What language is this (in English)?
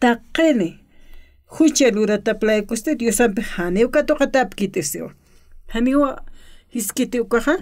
Aymara